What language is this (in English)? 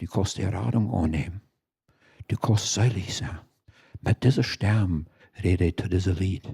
Plautdietsch